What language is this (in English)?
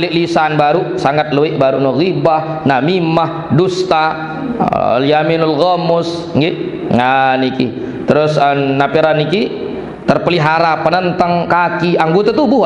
Sasak